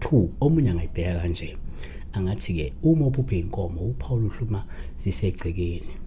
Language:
Zulu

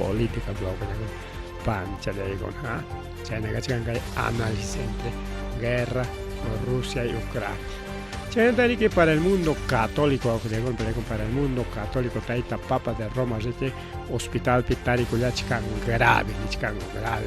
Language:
Ayacucho Quechua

